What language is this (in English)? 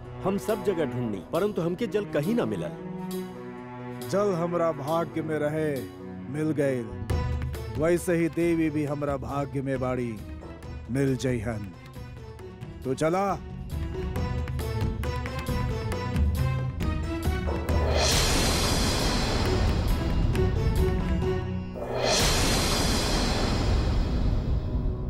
Bhojpuri